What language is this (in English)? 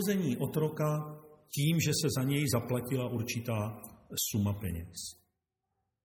Czech